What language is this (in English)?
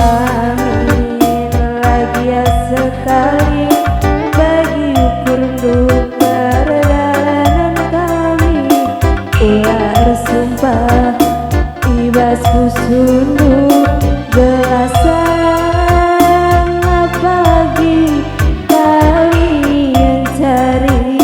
Batak Karo